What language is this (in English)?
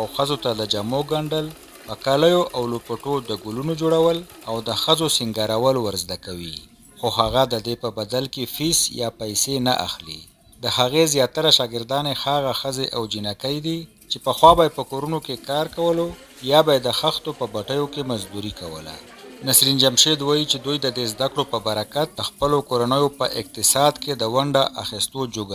Pashto